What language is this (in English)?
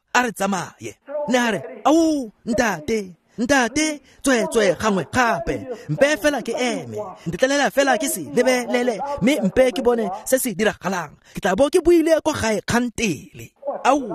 Tswana